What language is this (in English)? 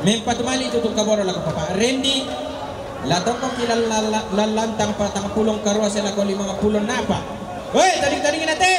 Toraja-Sa'dan